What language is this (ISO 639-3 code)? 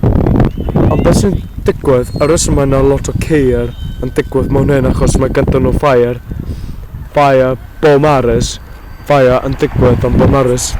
cym